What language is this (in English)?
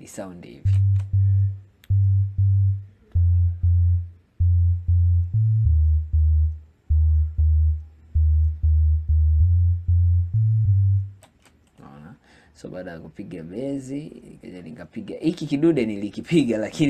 Swahili